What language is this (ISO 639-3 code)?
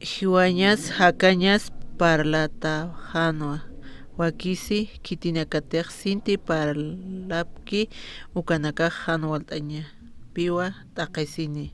aym